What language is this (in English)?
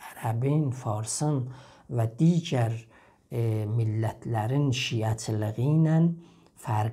South Azerbaijani